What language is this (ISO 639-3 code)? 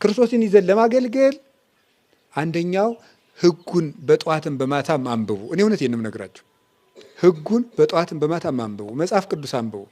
amh